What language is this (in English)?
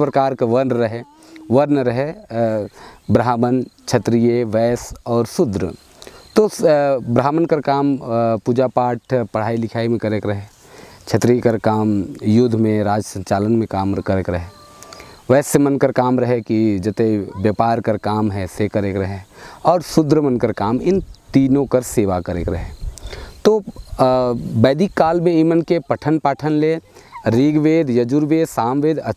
Sadri